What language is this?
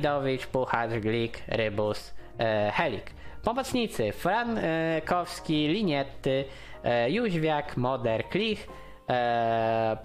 Polish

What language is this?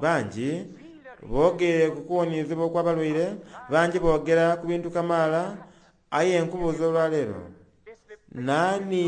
Soga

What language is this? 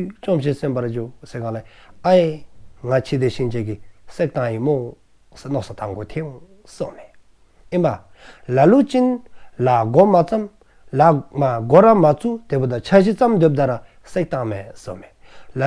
Dzongkha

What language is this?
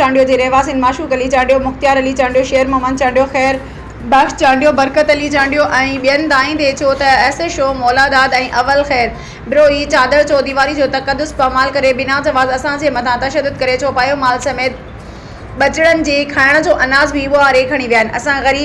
Sindhi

